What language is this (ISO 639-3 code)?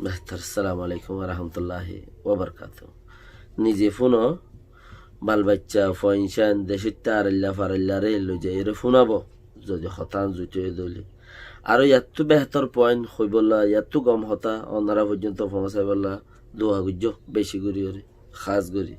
rhg